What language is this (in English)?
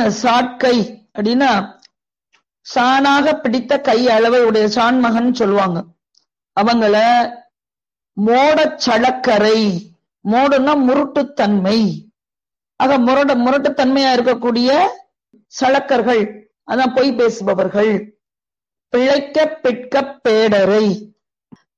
Tamil